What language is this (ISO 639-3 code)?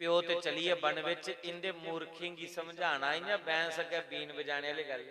doi